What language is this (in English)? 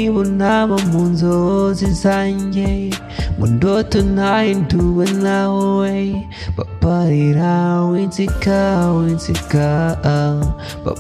Kinyarwanda